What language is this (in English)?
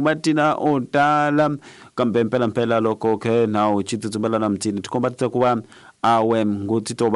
Tsonga